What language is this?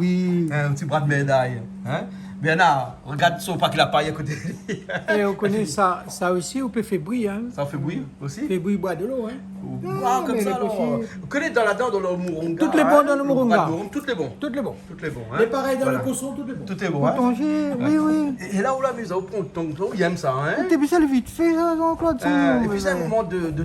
Réunion Creole French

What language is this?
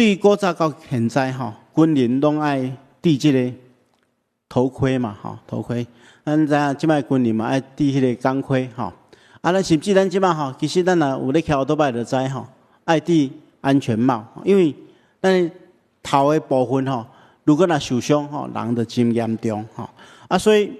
Min Nan Chinese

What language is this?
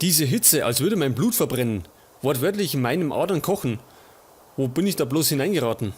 Bavarian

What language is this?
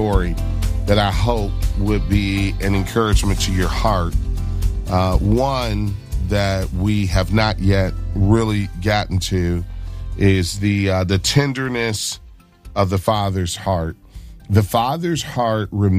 English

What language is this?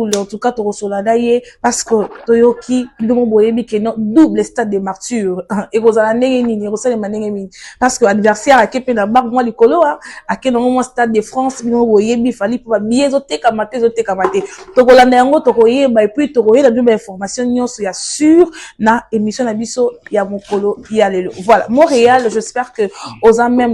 Lingala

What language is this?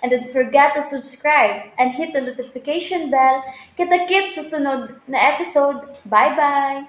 Cebuano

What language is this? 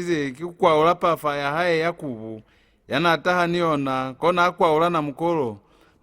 Lozi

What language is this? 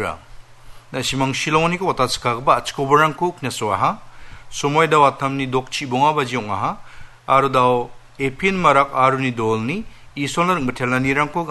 Garo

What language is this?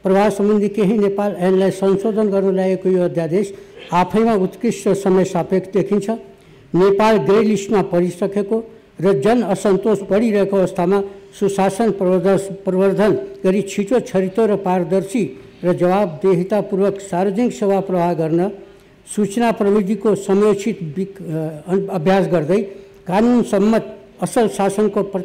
Nepali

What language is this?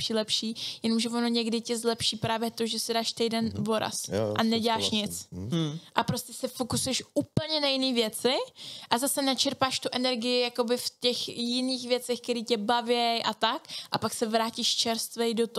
Czech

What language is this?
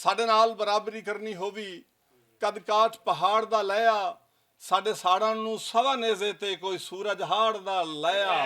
Western Panjabi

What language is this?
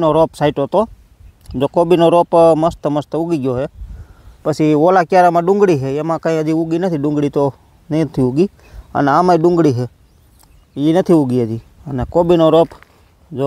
Gujarati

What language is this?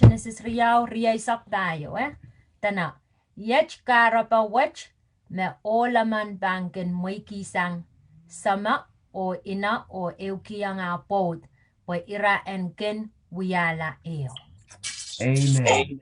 Pohnpeian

